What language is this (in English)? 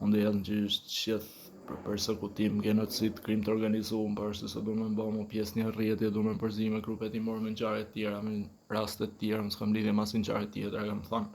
Albanian